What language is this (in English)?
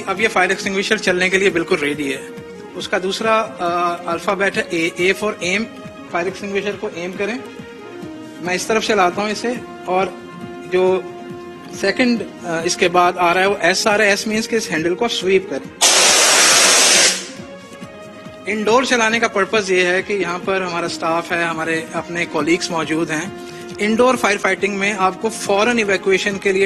Urdu